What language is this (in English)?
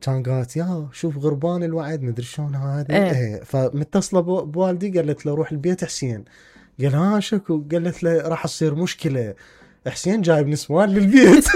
Mesopotamian Arabic